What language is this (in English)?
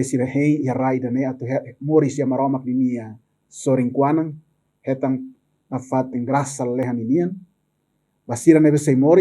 Tetum